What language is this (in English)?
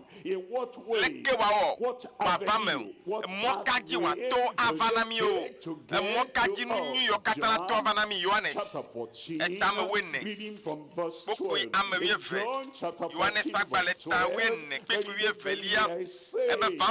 Ewe